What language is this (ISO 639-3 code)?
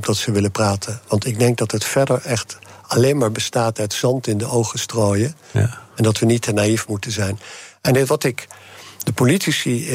nld